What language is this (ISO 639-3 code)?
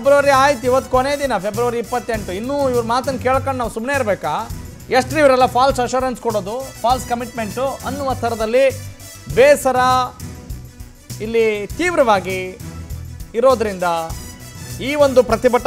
kan